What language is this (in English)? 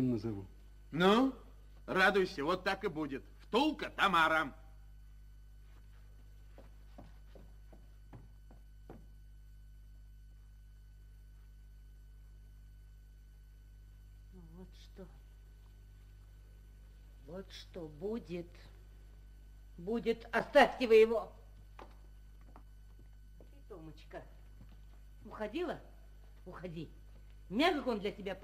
Russian